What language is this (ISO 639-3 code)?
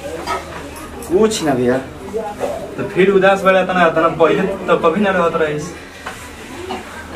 bho